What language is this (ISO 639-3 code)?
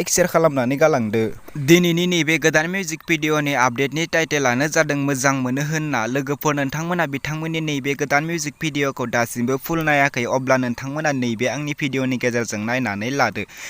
brx